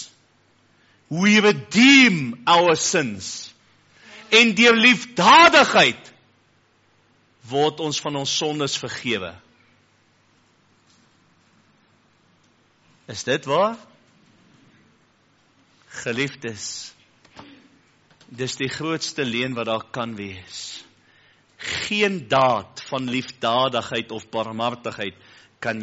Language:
Afrikaans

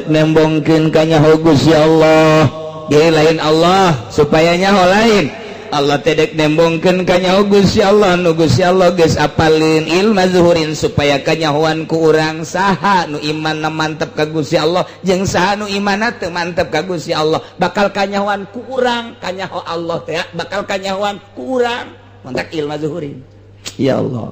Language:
Sundanese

